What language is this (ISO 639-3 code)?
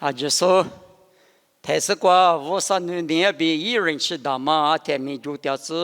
lis